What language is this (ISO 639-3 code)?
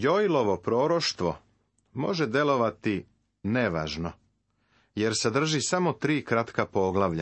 srp